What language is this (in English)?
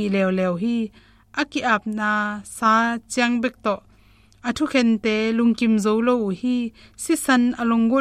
Tedim Chin